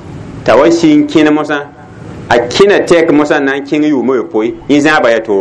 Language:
Mossi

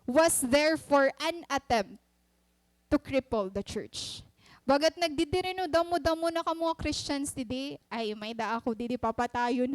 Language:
Waray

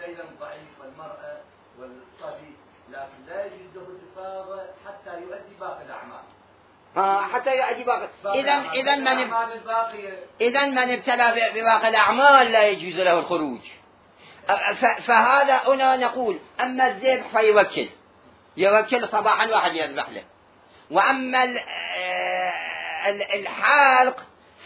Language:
Mesopotamian Arabic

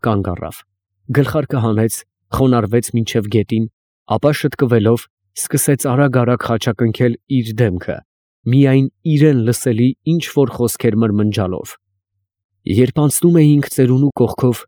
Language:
Armenian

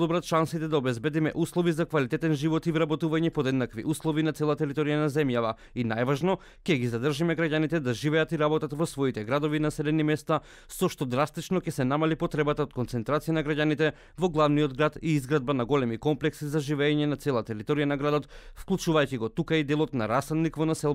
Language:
Macedonian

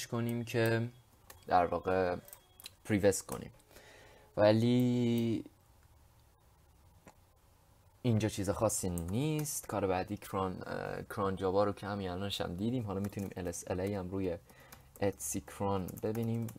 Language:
Persian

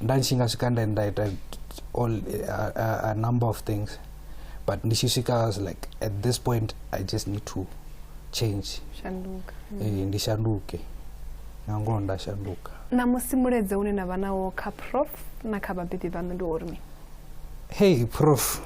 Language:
Venda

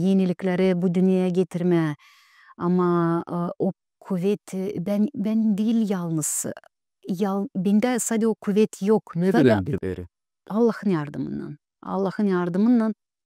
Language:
Gagauz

